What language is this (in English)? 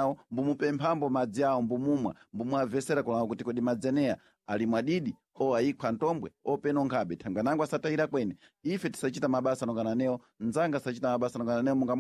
Sena